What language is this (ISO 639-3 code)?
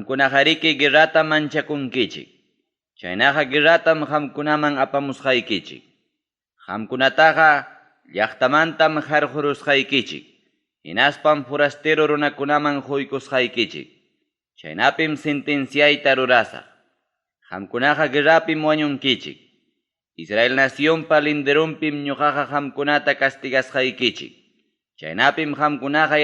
quy